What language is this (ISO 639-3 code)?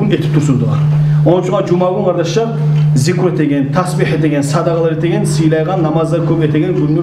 kum